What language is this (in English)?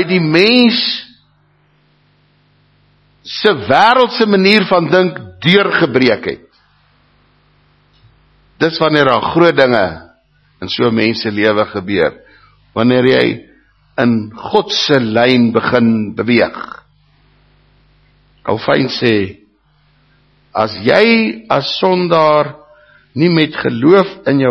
Afrikaans